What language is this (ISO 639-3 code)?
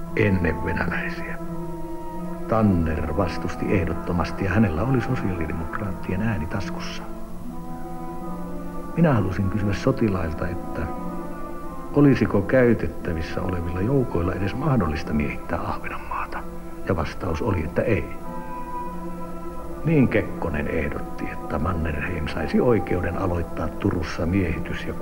fin